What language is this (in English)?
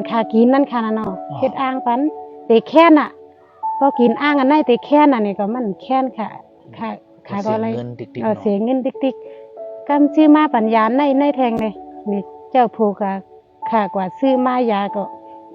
Shan